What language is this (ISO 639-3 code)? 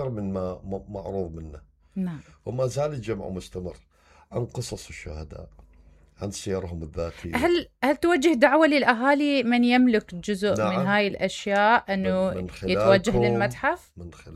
acm